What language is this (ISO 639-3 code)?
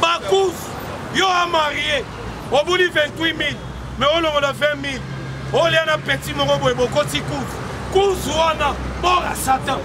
lin